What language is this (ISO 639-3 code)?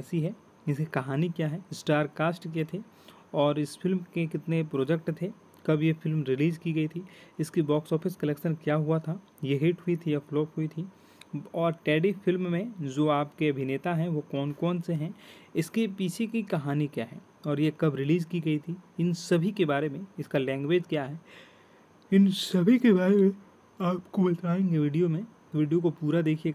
hin